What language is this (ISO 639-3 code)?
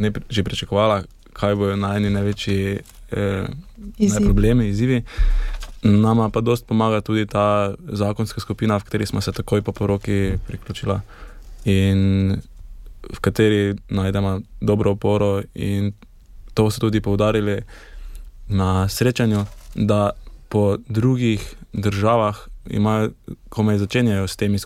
slv